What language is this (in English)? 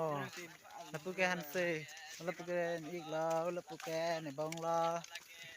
Karbi